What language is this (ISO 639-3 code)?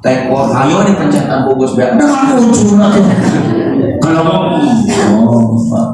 sun